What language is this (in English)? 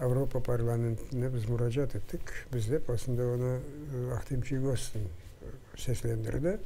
Crimean Tatar